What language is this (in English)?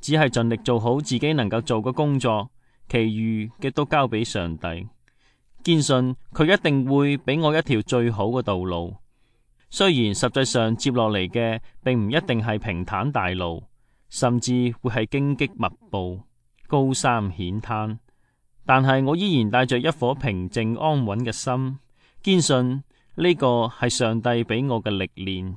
Cantonese